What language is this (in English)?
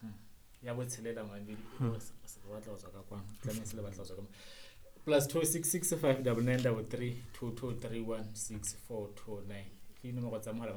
Southern Sotho